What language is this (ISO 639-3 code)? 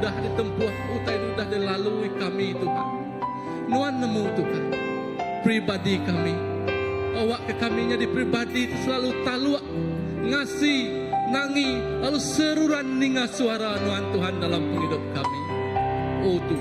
iba